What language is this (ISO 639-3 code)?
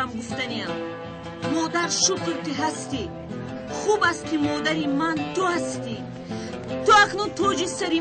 tgk